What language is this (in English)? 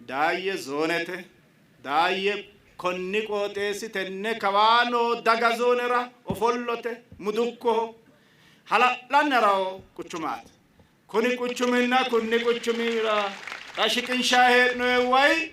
Sidamo